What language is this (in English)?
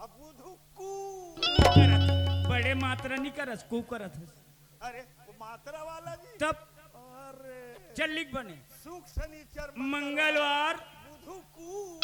Chhattisgarhi